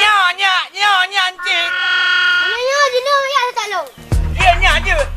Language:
Achinese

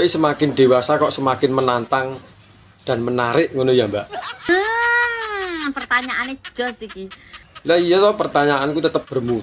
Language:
Javanese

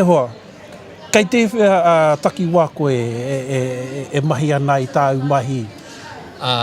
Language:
Māori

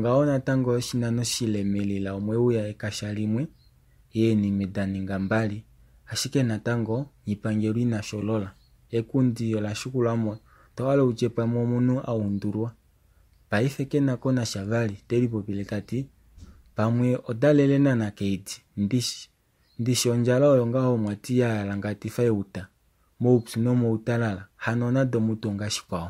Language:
Kuanyama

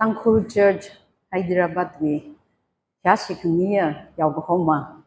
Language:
Tangkhul Naga (India)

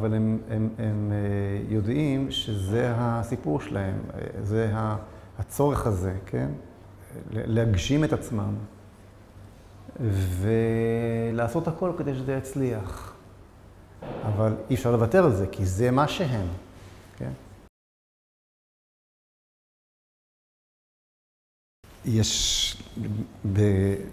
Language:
Hebrew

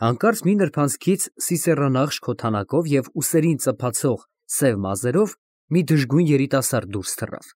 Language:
Armenian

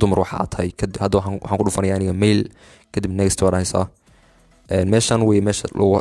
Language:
Somali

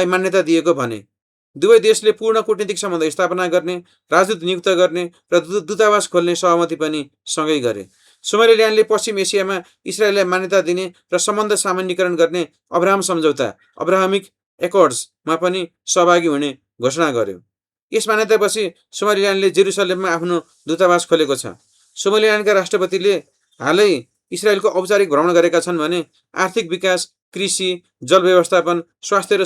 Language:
Nepali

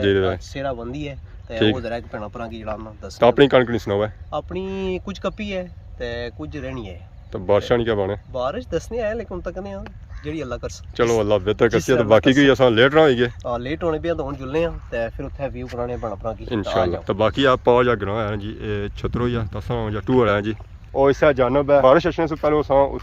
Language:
Pahari-Potwari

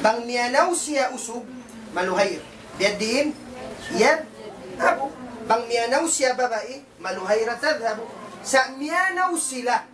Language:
Tausug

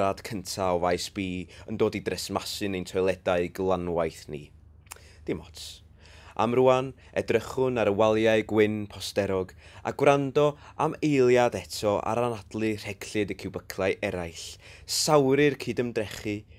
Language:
Welsh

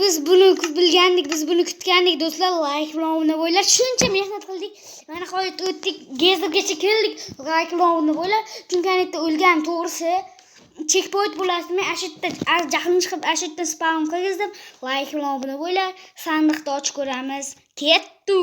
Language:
Uzbek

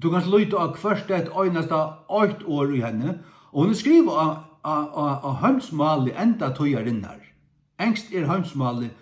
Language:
Faroese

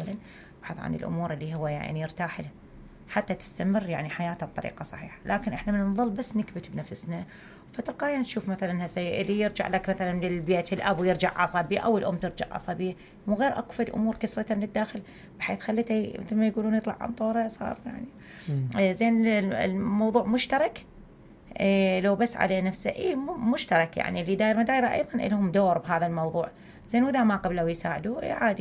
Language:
Mesopotamian Arabic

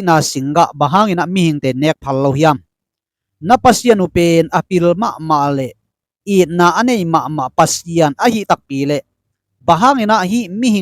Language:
Tedim Chin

